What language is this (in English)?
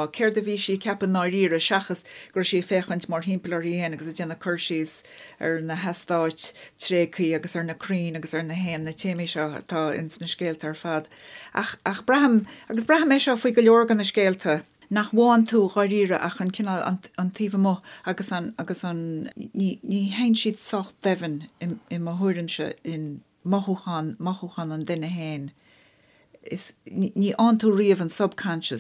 Irish